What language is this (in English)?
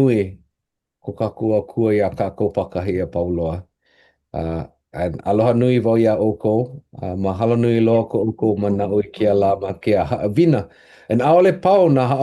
Hawaiian